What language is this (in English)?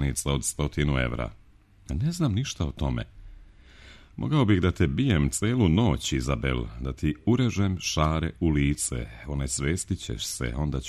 Serbian